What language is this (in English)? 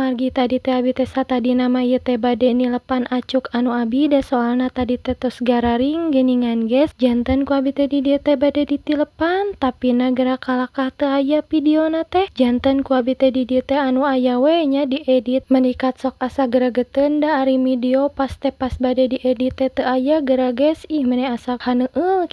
Sundanese